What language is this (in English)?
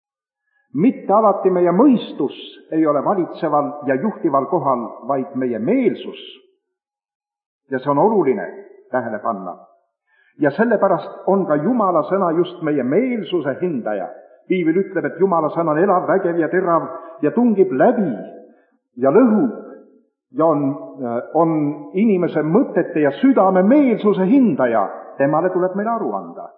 Estonian